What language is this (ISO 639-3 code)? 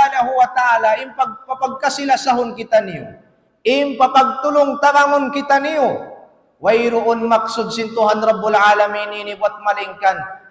tsg